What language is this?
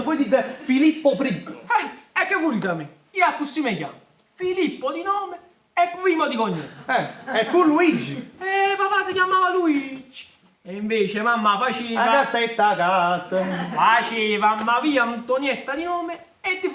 Neapolitan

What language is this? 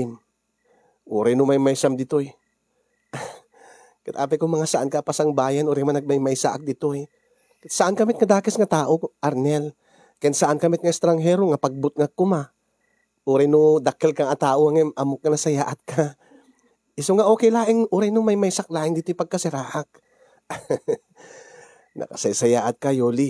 Iloko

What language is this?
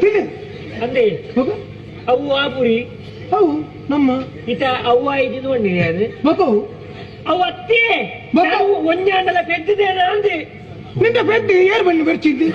Tulu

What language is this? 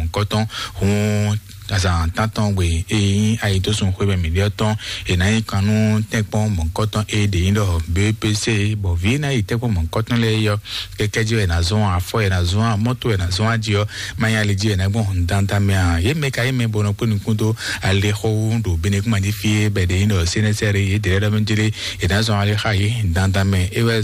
Fon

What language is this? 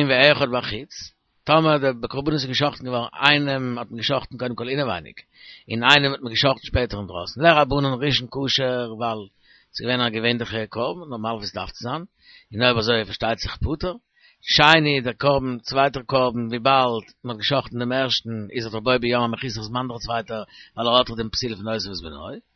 Yiddish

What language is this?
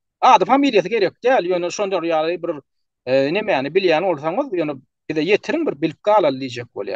Turkmen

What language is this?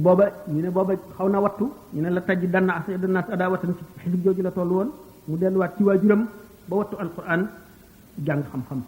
Wolof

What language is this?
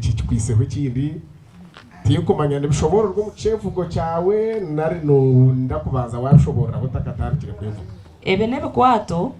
Nyankole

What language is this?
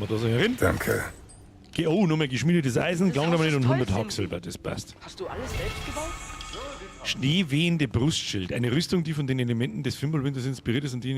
Bavarian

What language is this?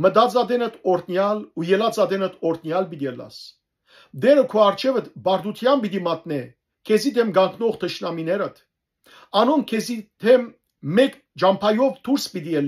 Western Armenian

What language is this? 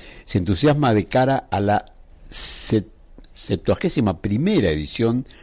Spanish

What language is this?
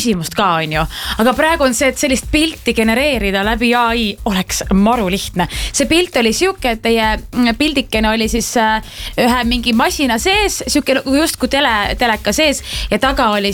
Estonian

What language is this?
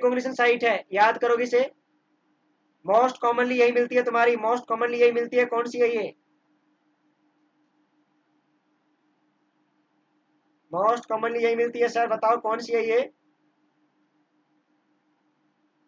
Hindi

